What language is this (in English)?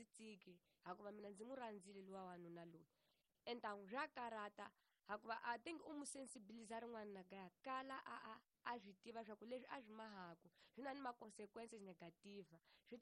Tsonga